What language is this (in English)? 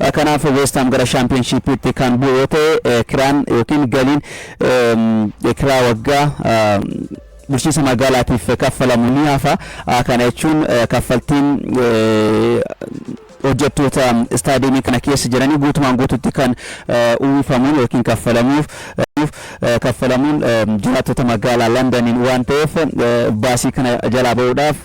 Oromo